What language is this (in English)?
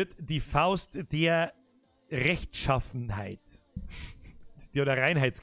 Bavarian